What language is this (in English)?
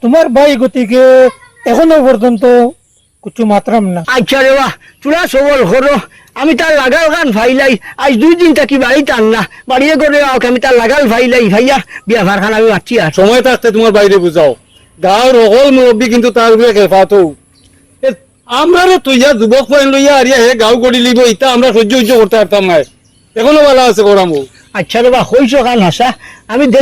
Sylheti